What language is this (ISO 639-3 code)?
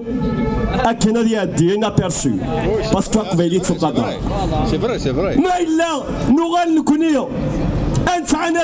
kab